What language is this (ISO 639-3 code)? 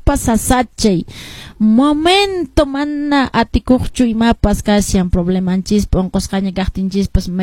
que